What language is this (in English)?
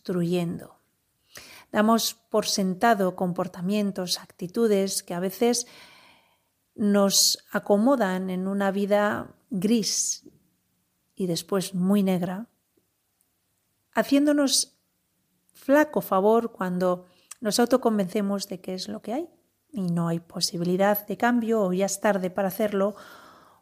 Spanish